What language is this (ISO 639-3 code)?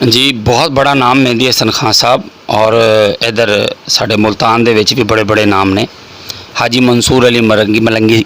skr